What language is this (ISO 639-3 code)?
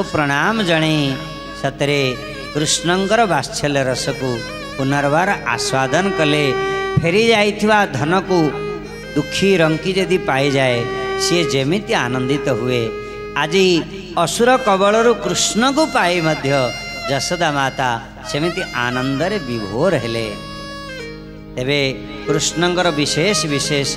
ori